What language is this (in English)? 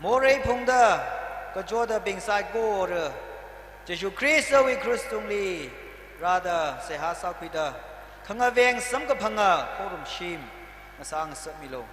Tangkhul Naga (India)